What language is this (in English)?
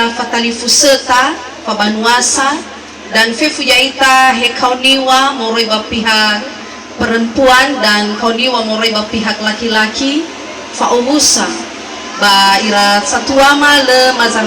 Nias